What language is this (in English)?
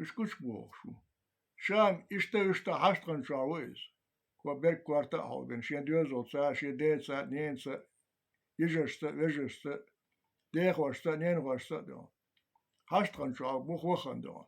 Chechen